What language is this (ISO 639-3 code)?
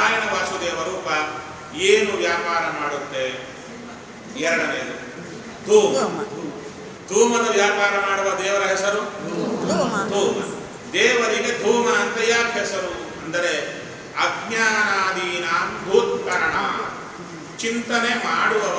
kan